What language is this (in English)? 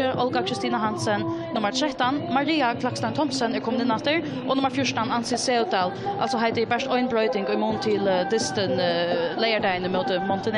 Faroese